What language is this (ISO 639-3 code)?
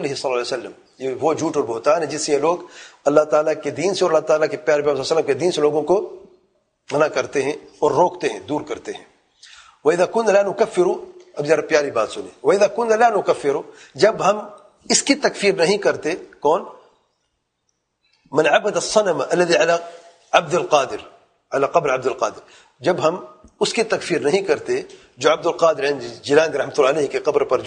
urd